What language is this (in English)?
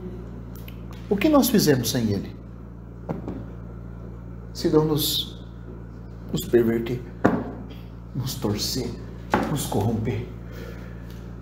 Portuguese